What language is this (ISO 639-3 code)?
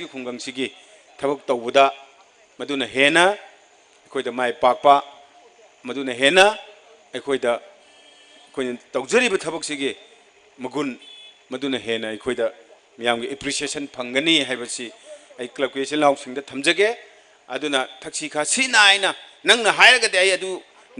mni